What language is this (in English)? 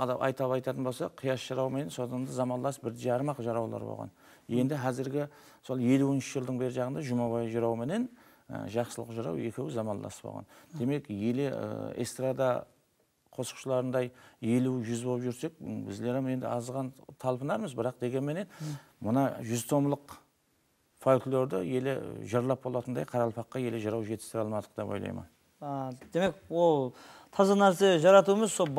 Kara-Kalpak